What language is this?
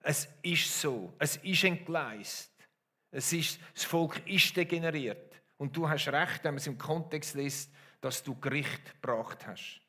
Swiss German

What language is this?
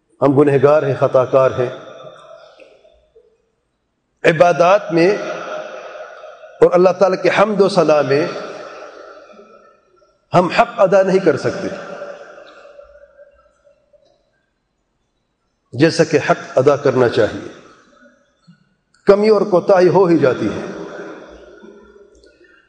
Urdu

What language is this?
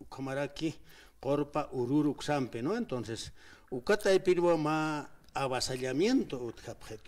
Aymara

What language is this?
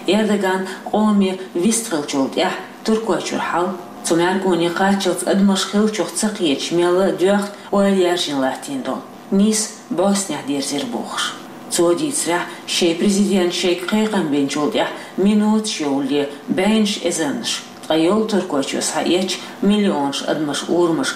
Chechen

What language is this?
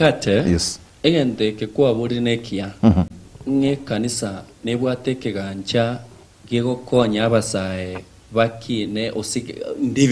Gusii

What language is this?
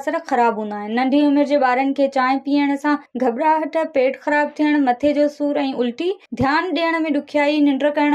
Sindhi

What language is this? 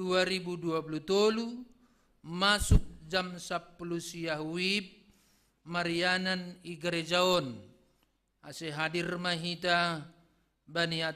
Batak Simalungun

